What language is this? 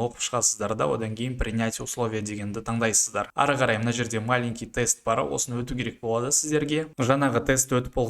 Kazakh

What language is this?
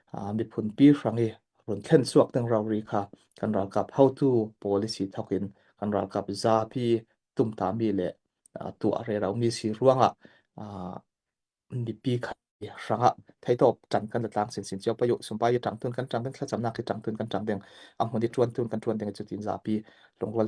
Falam Chin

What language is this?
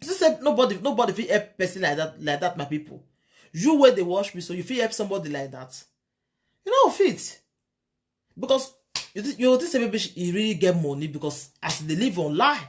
Nigerian Pidgin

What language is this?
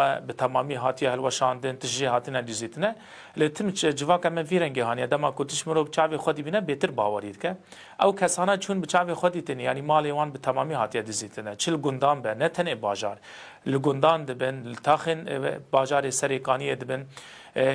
Kurdish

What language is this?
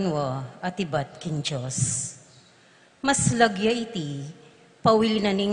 Pampanga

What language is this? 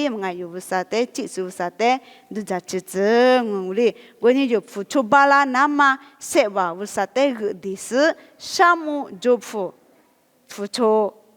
Lisu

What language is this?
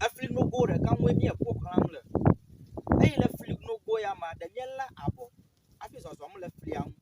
Ewe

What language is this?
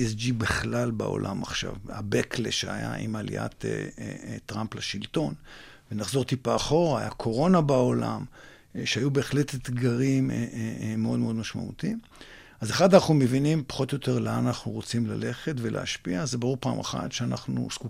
Hebrew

